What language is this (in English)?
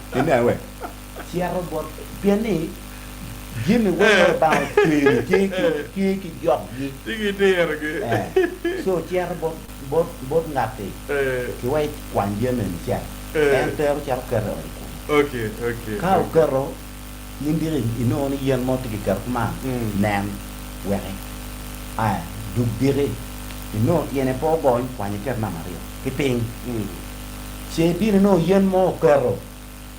Acoli